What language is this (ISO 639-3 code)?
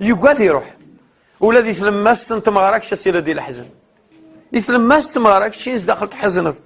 kab